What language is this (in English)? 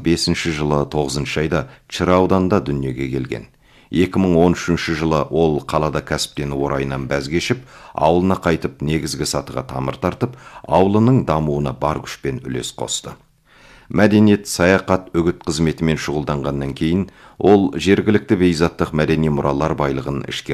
Kazakh